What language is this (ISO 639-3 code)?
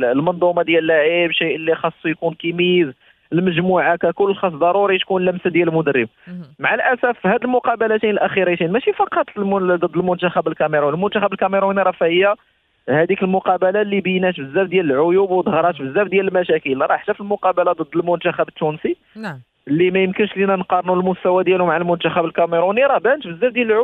ary